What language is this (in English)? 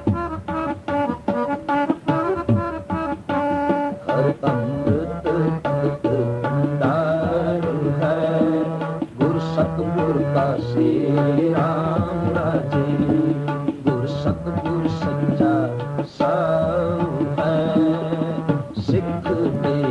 Punjabi